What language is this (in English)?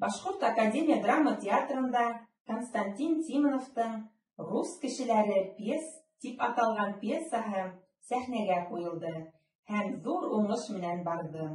Bashkir